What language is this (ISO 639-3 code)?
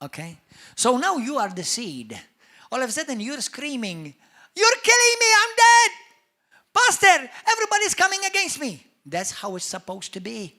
eng